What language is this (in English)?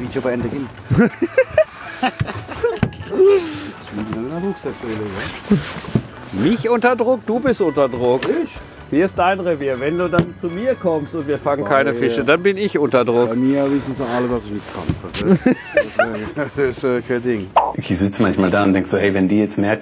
German